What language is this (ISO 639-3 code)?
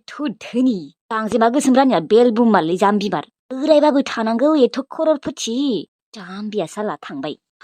brx